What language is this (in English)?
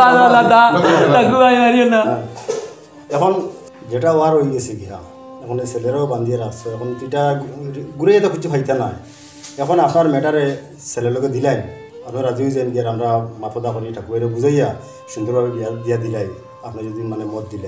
Sylheti